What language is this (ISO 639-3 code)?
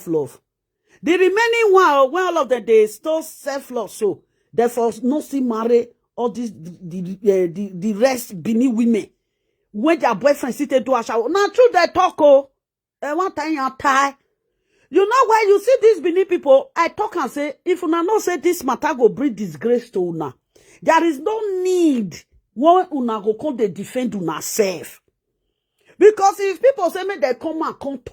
pcm